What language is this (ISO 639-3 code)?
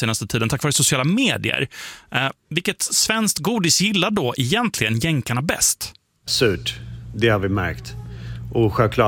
swe